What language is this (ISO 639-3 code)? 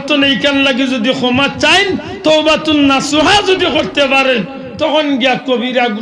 syl